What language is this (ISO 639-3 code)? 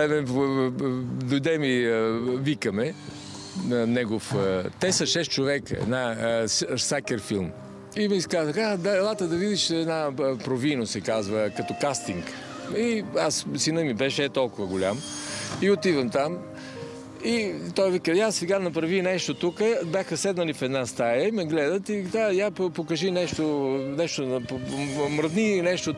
bul